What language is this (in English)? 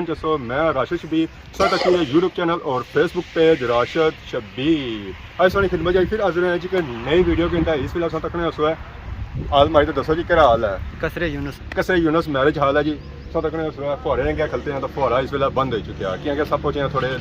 Pahari-Potwari